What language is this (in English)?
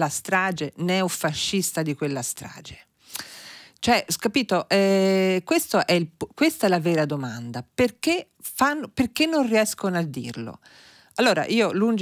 Italian